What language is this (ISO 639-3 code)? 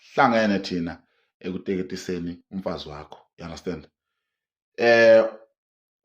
zul